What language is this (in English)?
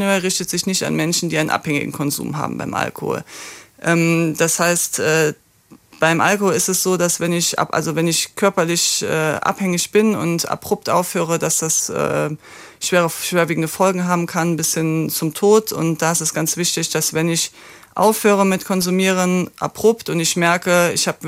Luxembourgish